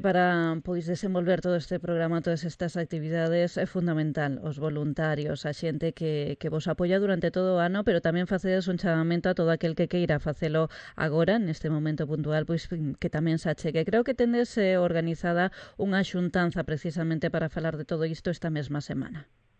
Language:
Galician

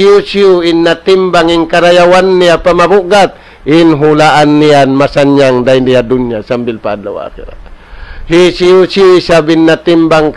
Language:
Tausug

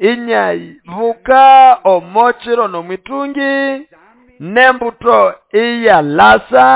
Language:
Nande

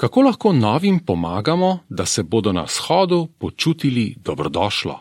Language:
Slovenian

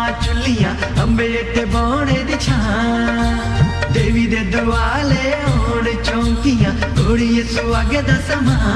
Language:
Dogri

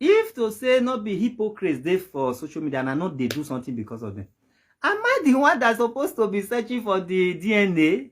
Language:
Nigerian Pidgin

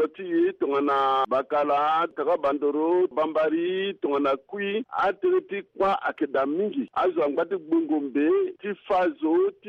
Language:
Sango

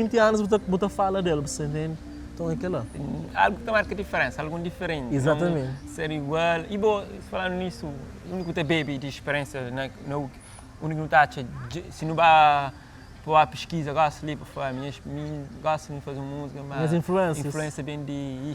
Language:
Kabuverdianu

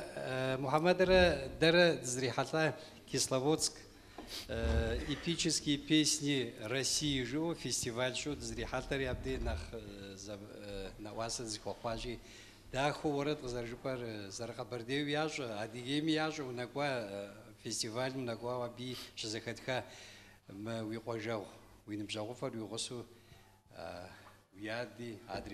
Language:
Kabardian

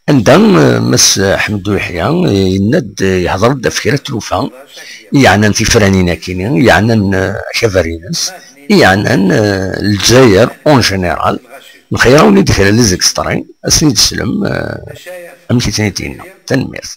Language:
Kabyle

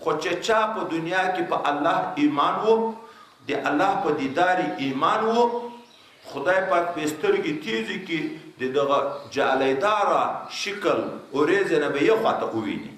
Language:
Pashto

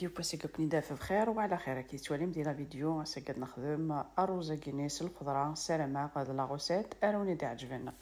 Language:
Kabyle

